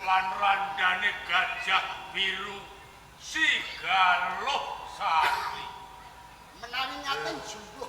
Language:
Javanese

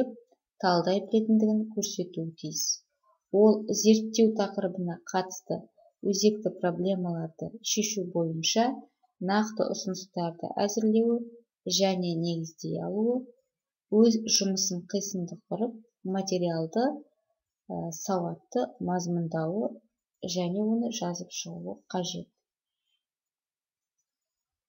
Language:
Kazakh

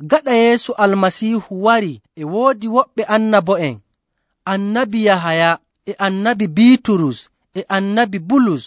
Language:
Nigerian Fulfulde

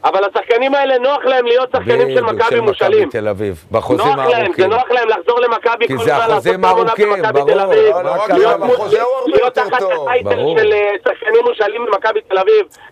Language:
Hebrew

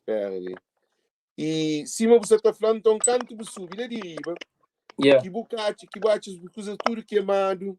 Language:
Kabuverdianu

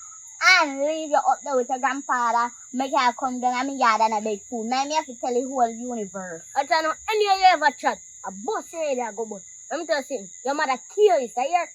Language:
Jamaican Creole English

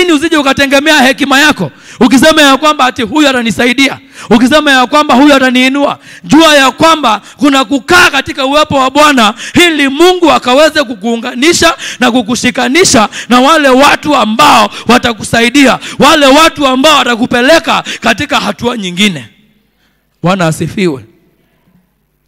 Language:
Swahili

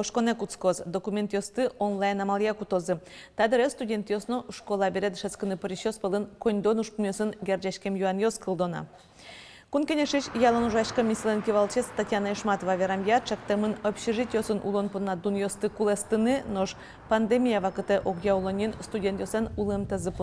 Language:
Udmurt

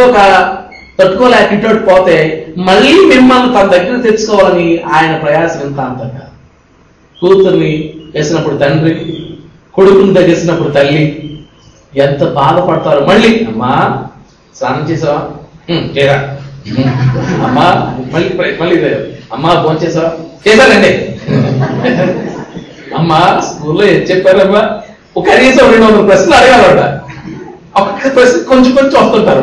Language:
Telugu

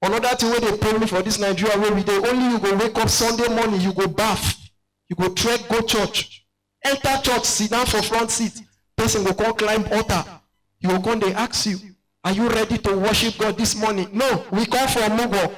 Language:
Nigerian Pidgin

